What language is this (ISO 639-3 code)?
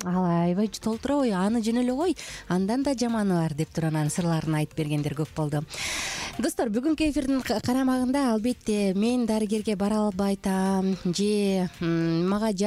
kir